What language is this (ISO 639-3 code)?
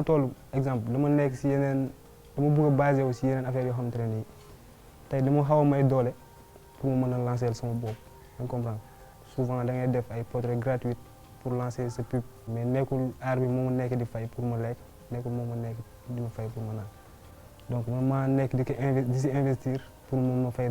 wol